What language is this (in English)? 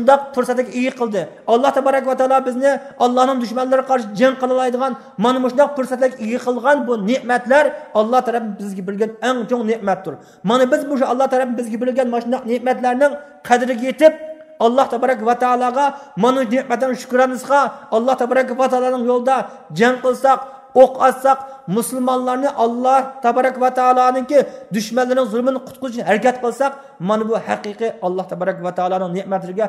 Uyghur